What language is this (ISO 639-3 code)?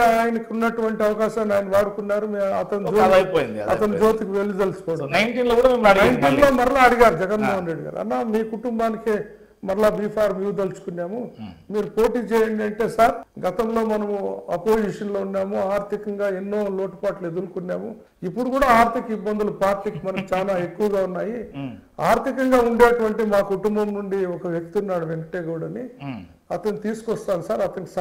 tel